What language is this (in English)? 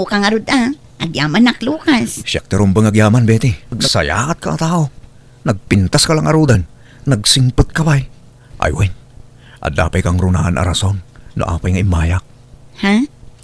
Iloko